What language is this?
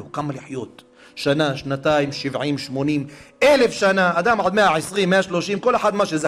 Hebrew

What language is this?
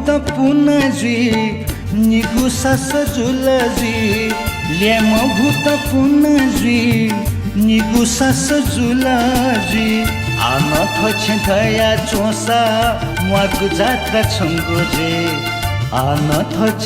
Newari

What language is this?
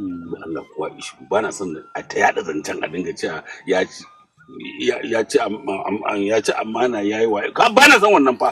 Hausa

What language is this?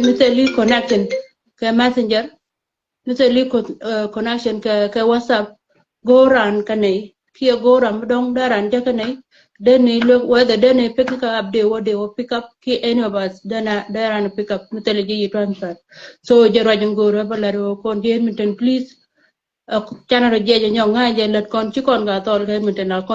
Nuer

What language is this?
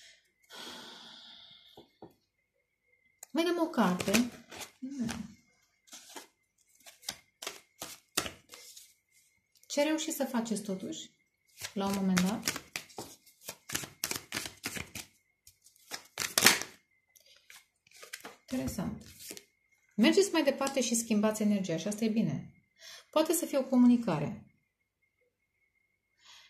Romanian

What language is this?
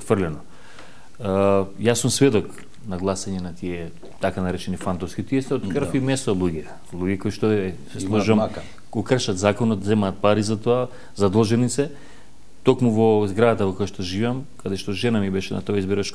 Macedonian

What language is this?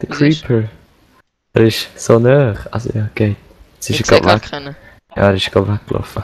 Swiss German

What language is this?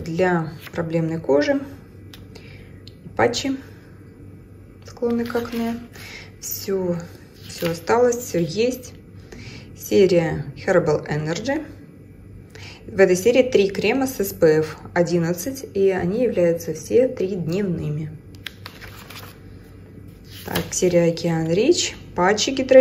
Russian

